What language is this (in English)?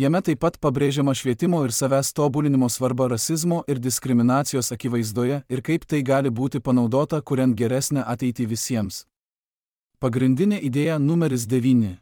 Lithuanian